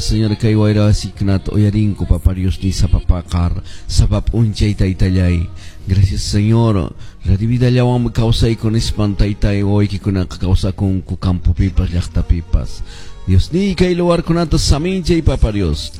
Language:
Quechua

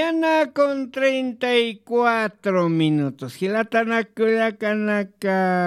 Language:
Aymara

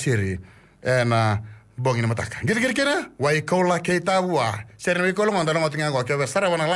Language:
Fijian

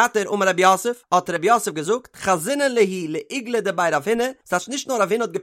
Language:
Yiddish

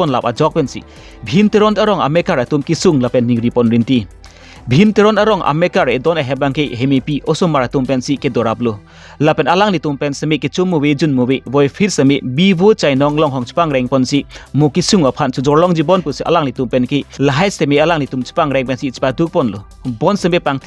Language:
Karbi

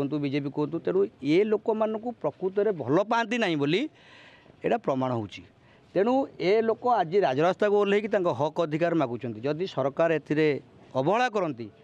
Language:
Odia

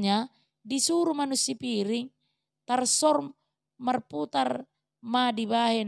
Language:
Batak Toba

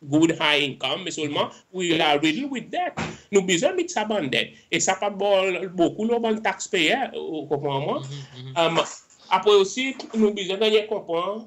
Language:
Seselwa Creole French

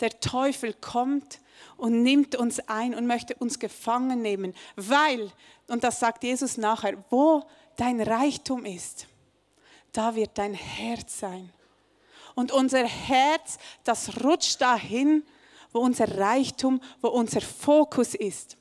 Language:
Swiss German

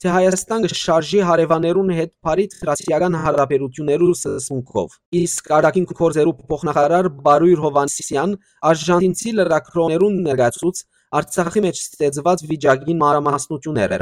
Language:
Western Armenian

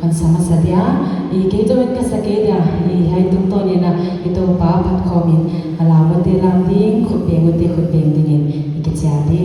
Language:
Paite Chin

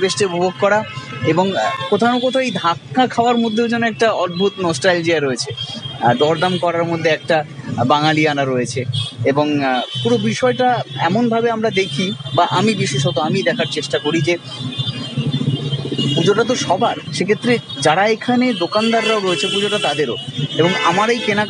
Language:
Bangla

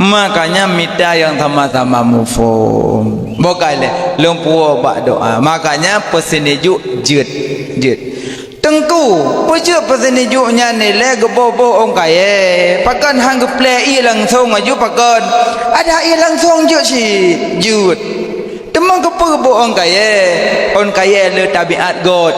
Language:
Achinese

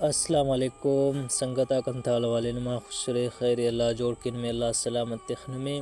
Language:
Brahui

